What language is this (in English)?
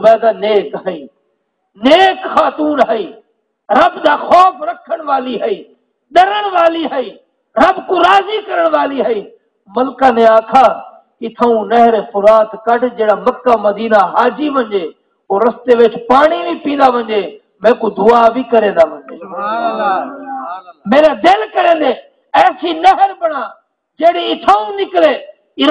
Saraiki